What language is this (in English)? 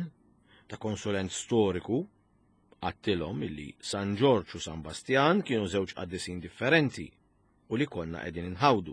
Maltese